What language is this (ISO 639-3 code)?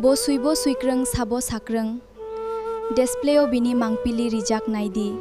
trp